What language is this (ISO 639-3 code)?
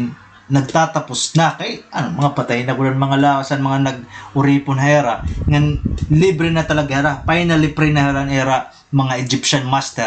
war